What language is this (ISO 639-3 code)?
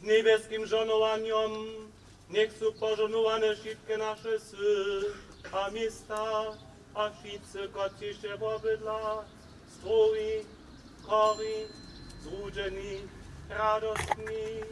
hsb